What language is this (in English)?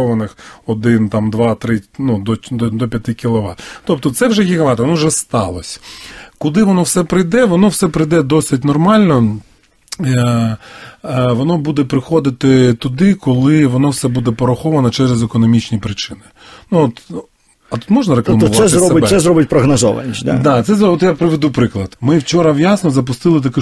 Ukrainian